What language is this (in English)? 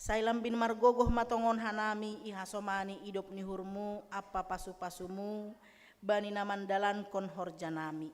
Batak Simalungun